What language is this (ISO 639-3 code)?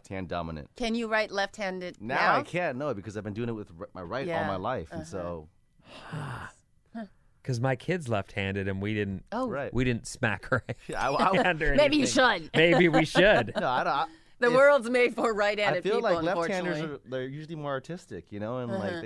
eng